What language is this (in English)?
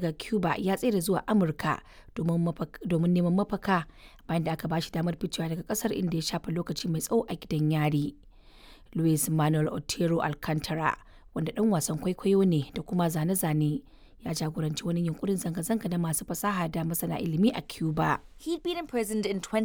Hausa